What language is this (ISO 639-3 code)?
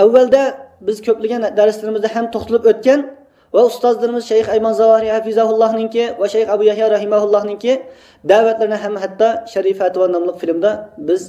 uig